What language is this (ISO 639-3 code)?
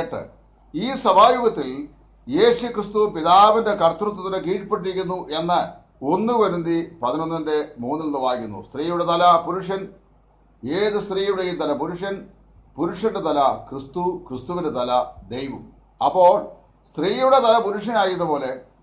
mal